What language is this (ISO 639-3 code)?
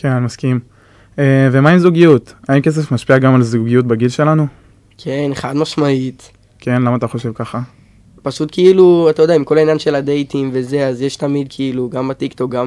heb